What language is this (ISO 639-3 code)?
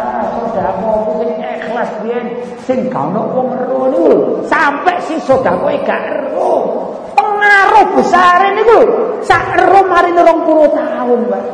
jav